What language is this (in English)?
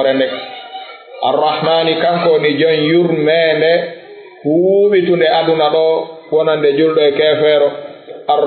Fula